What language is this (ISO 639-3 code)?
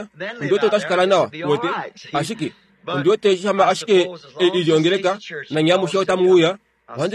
kua